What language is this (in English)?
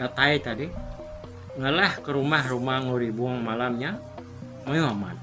Iban